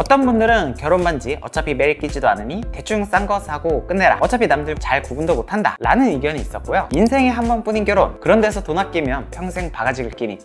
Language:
Korean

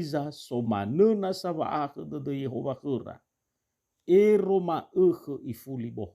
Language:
Nias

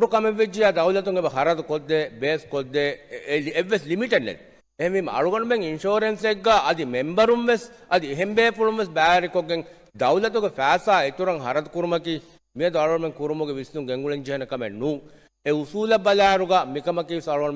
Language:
Divehi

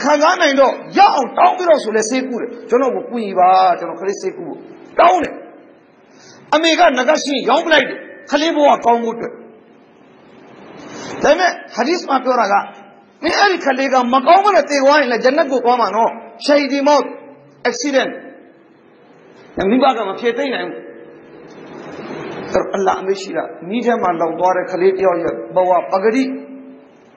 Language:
Burmese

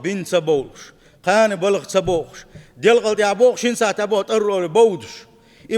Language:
Chechen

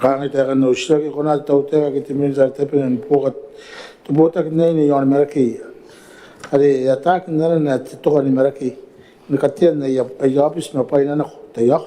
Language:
Gilbertese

